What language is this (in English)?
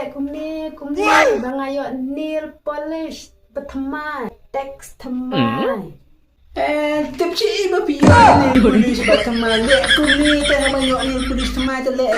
Khasi